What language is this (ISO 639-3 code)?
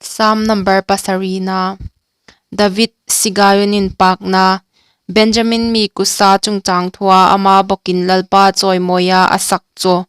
hmr